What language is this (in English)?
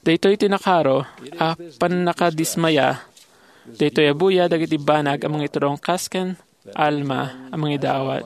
Iloko